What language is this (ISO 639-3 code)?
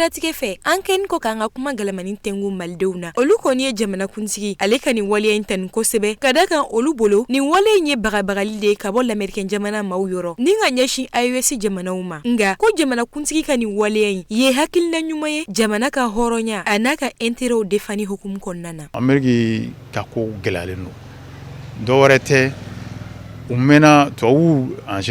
bam